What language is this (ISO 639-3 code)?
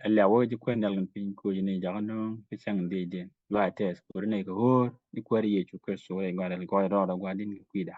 nus